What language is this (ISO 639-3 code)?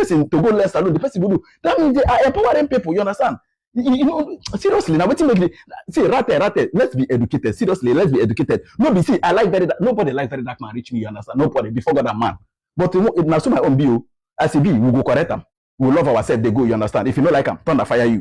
pcm